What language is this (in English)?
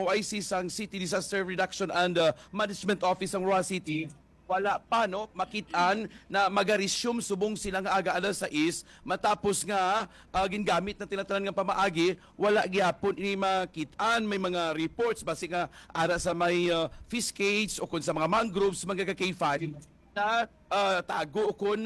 Hiligaynon